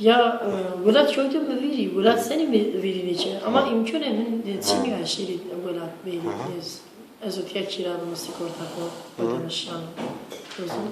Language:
Zaza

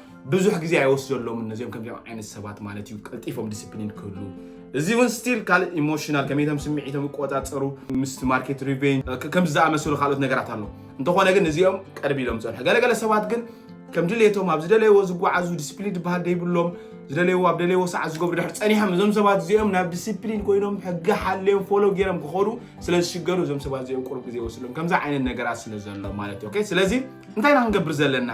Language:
Tigrinya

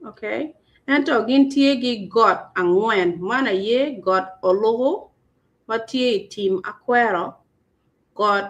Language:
Acoli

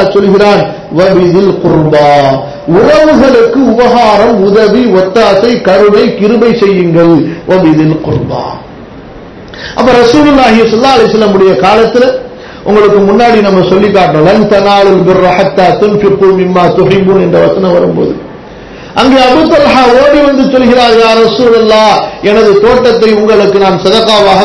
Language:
Tamil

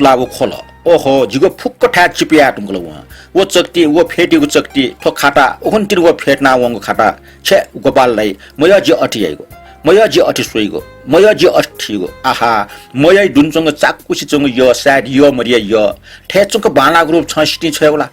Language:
Newari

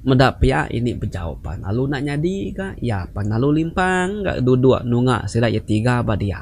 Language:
Iban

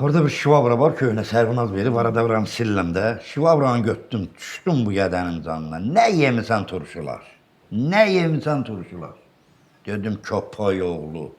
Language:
Azerbaijani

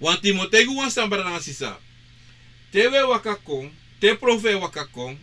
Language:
Sranan Tongo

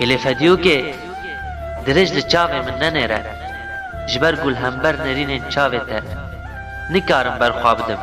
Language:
Kurdish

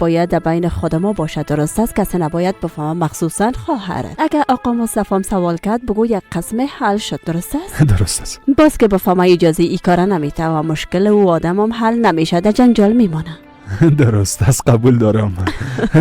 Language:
Persian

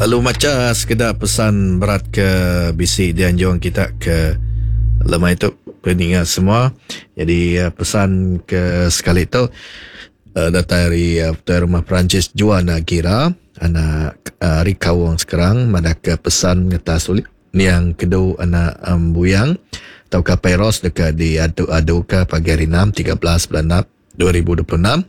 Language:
Iban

